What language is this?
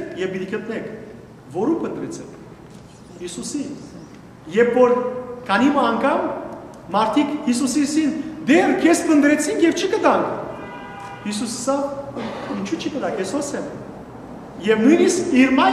Western Armenian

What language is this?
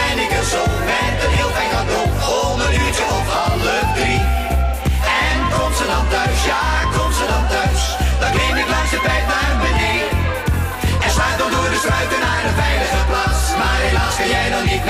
Dutch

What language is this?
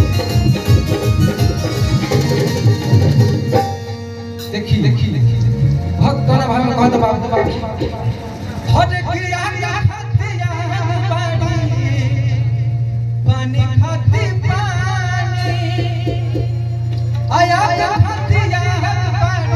Bhojpuri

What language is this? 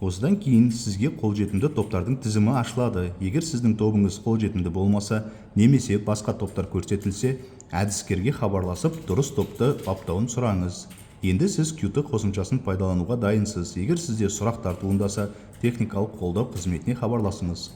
Kazakh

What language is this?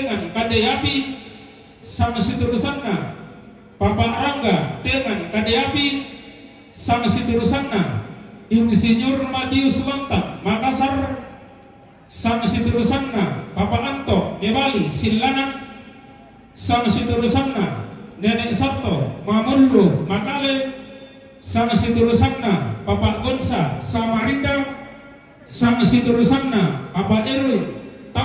Toraja-Sa'dan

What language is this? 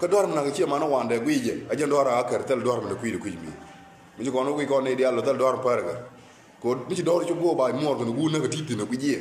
Nuer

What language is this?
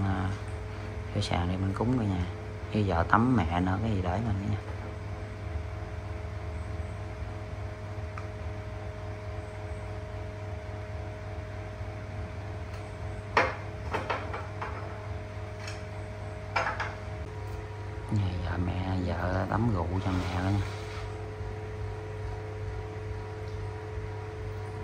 Vietnamese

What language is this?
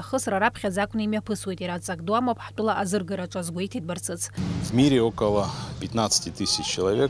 Abkhazian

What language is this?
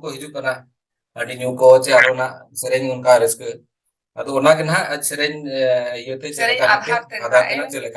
Santali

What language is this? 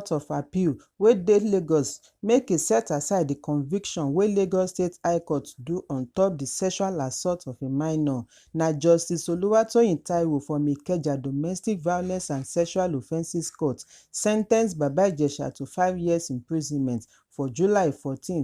Nigerian Pidgin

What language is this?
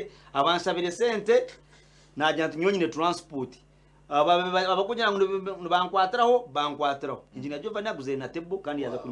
Nyankole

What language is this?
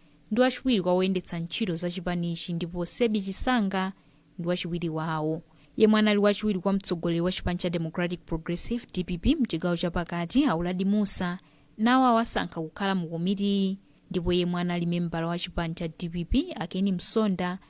Nyanja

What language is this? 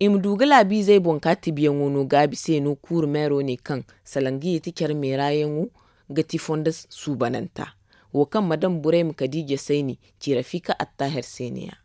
Zarma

